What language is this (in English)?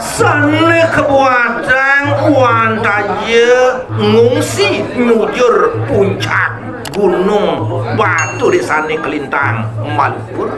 Balinese